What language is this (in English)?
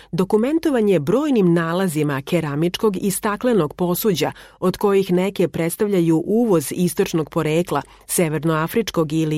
Serbian